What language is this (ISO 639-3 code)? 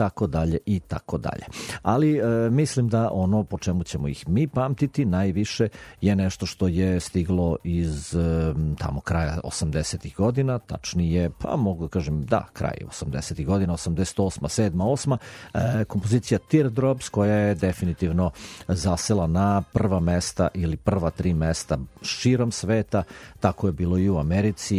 srp